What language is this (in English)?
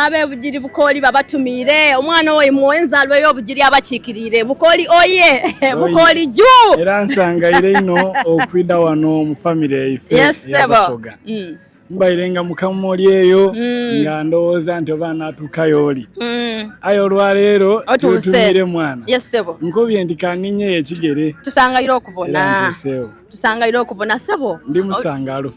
Soga